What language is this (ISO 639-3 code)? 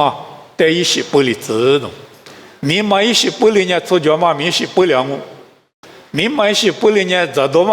lis